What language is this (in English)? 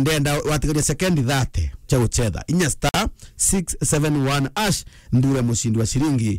Meru